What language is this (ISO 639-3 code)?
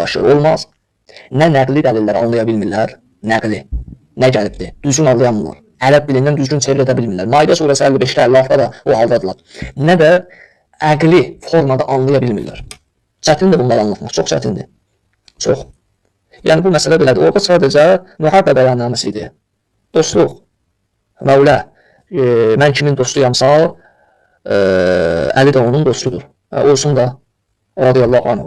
aze